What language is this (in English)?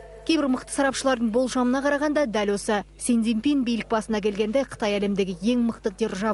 Kazakh